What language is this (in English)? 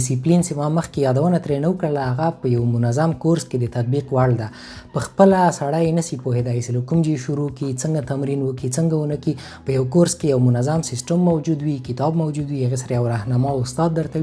Pashto